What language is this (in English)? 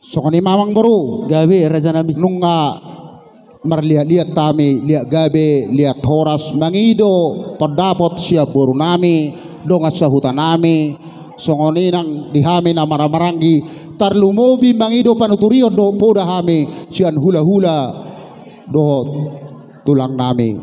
Batak Toba